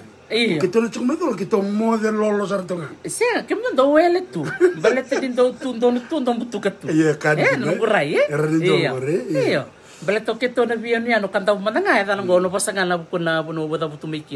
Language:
Fijian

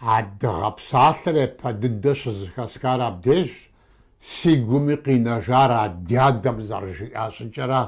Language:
Kabardian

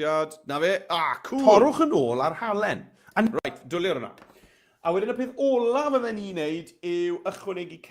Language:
Welsh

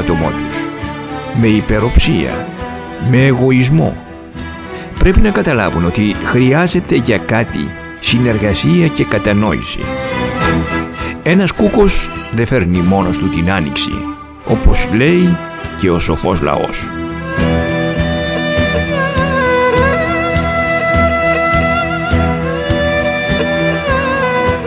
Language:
Greek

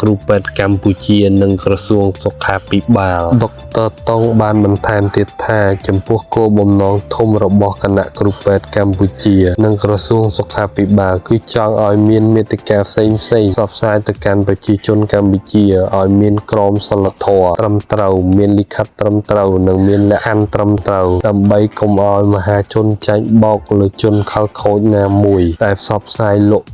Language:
Khmer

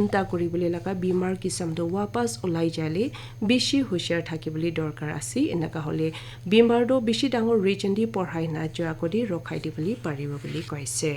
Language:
Naga Pidgin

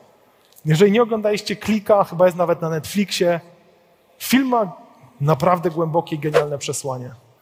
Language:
Polish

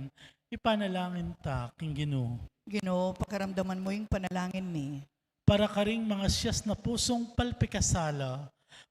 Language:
Pampanga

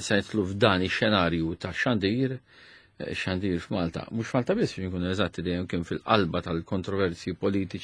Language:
Maltese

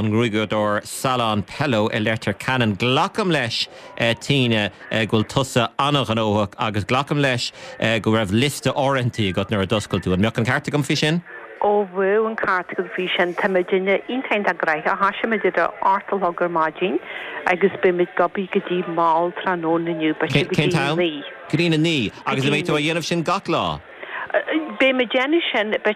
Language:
Irish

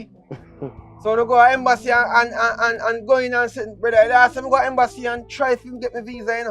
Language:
Jamaican Creole English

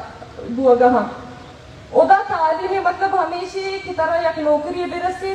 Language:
Baluchi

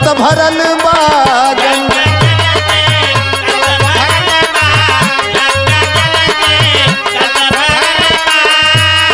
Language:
Bhojpuri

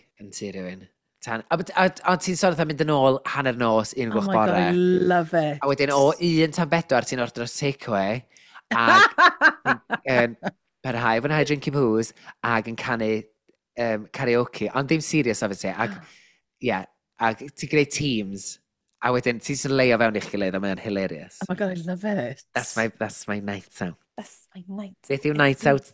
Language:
Welsh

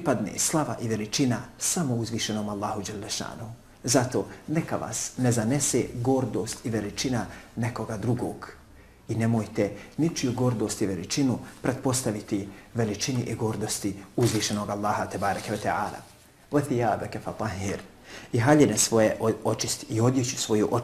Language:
Bosnian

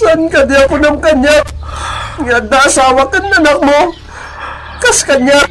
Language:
Iloko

